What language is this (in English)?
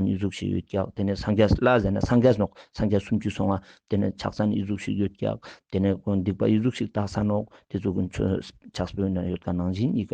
Ladakhi